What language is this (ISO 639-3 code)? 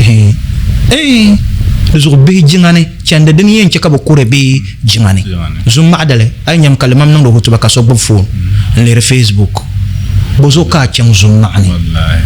dag